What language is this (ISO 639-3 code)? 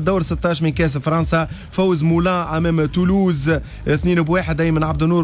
aeb